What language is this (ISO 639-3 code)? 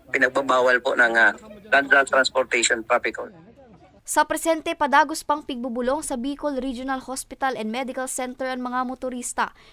bik